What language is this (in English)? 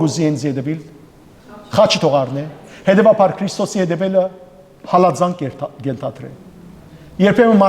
Western Armenian